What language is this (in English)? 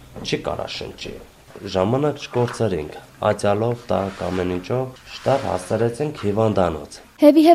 Armenian